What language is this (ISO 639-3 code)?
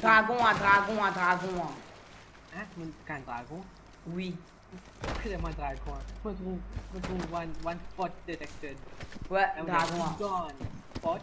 mfe